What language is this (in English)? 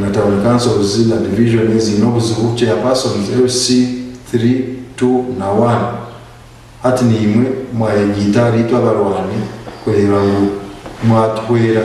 Nyankole